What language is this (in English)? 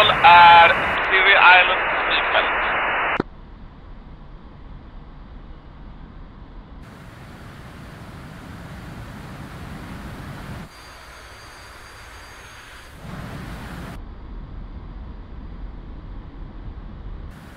Swedish